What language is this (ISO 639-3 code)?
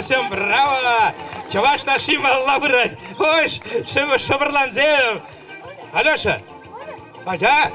chv